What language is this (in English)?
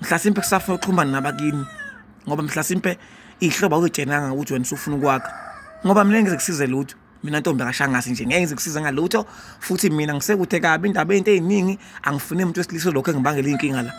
Zulu